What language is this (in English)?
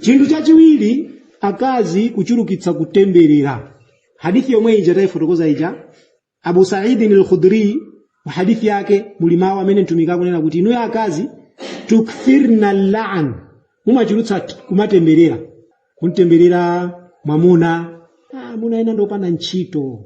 Nyanja